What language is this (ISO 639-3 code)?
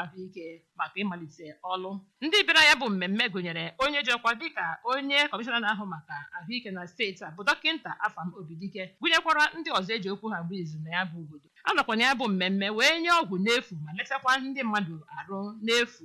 ibo